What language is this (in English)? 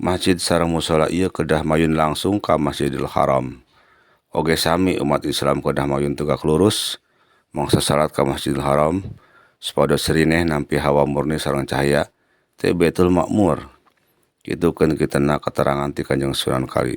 Sundanese